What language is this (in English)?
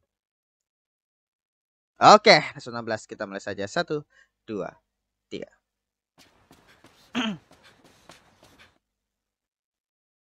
Indonesian